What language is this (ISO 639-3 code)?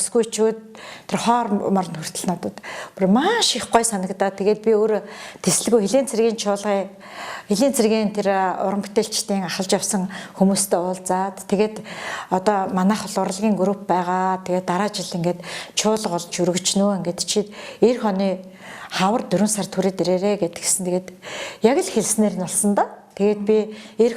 mon